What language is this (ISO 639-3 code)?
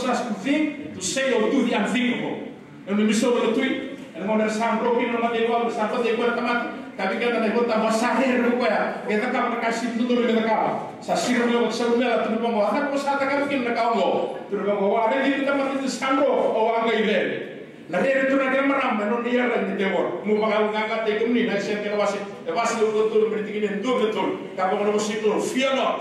fij